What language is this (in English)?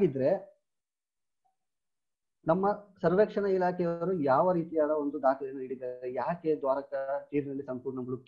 Kannada